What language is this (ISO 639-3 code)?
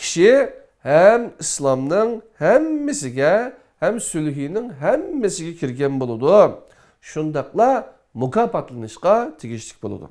uig